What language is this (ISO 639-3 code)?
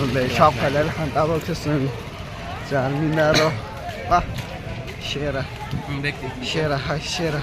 trp